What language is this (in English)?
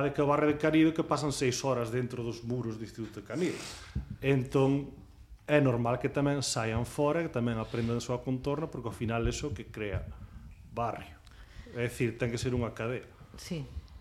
Galician